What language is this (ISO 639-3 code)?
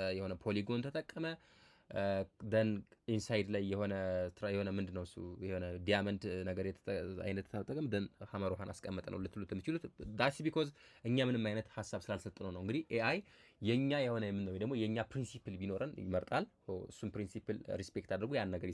amh